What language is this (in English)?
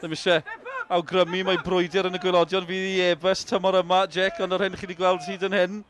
Welsh